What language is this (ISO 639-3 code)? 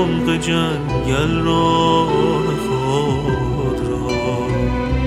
fas